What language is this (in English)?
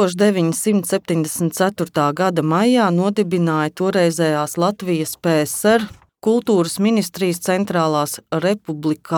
Latvian